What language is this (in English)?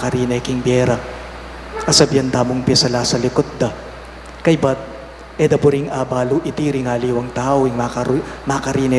Pampanga